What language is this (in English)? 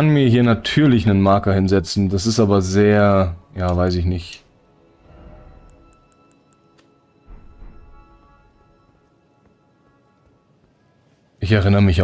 German